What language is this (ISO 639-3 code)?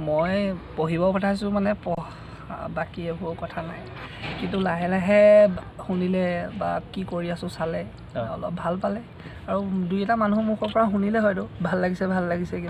asm